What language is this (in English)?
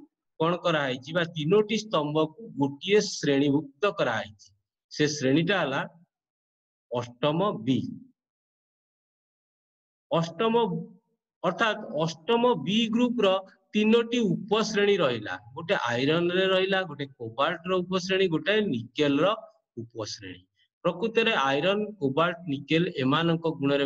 Odia